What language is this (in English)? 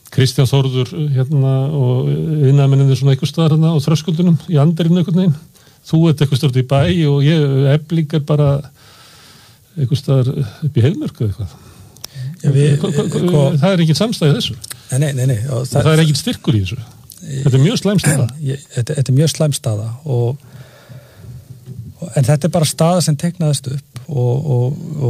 Icelandic